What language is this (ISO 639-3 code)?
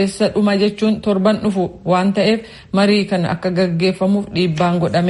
orm